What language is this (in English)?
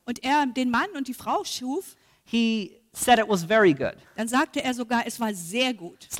German